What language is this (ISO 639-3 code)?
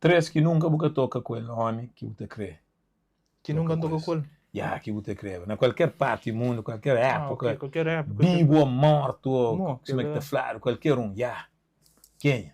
kea